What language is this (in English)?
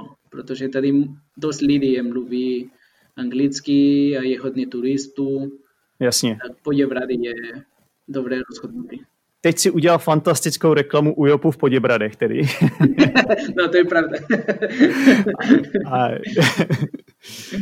Czech